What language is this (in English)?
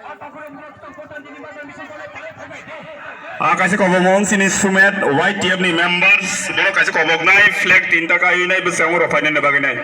Kok Borok